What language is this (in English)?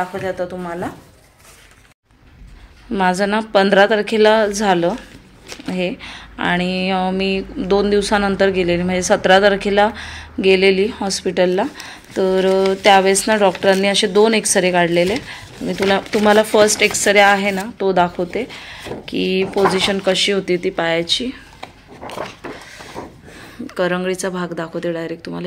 Marathi